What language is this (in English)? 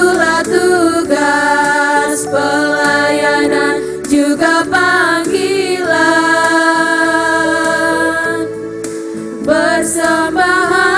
Ambonese Malay